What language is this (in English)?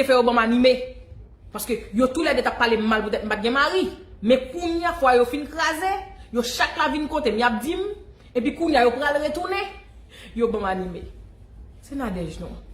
Haitian Creole